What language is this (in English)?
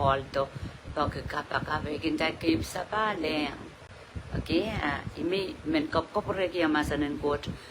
Pohnpeian